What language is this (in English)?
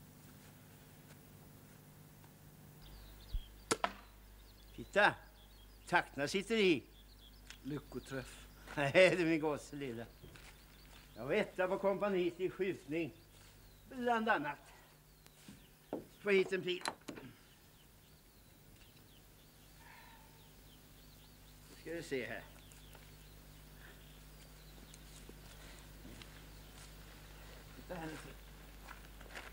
Swedish